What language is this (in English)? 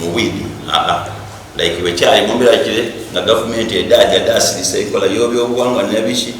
Soga